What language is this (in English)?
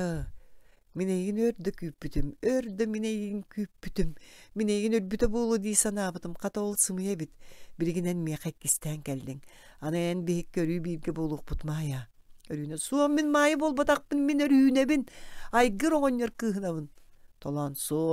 Yakut